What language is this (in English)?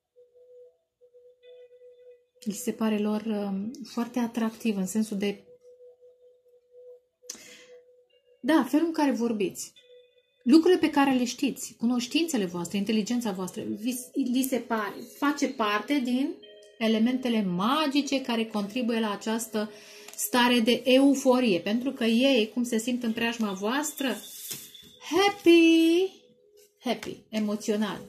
Romanian